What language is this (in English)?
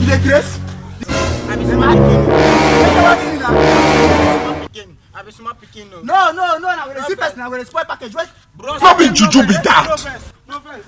Nigerian Pidgin